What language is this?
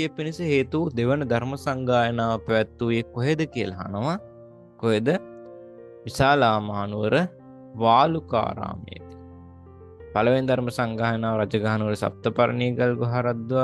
Sinhala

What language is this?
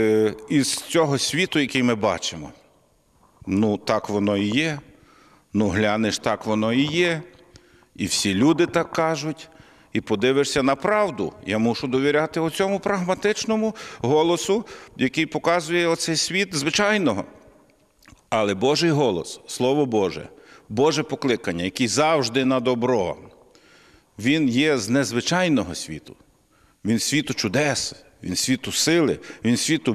Ukrainian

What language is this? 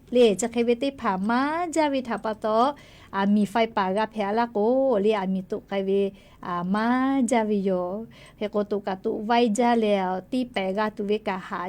Lahu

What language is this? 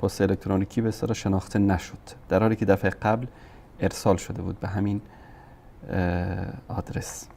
Persian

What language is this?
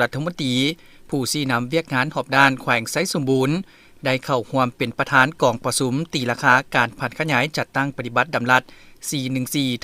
Lao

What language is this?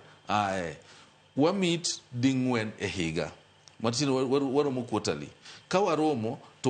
Luo (Kenya and Tanzania)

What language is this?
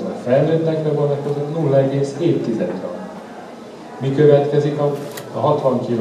Hungarian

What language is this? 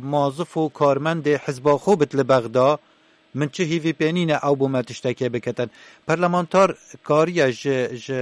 Kurdish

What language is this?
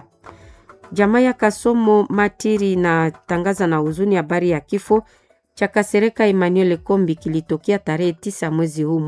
Swahili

